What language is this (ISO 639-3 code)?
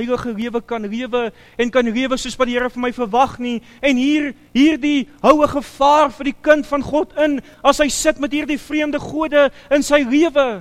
afr